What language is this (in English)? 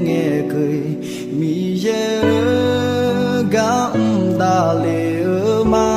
Akha